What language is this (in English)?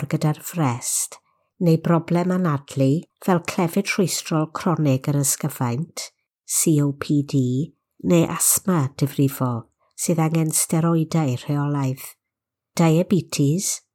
Welsh